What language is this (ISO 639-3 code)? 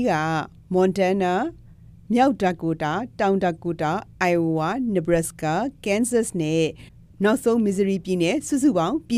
mya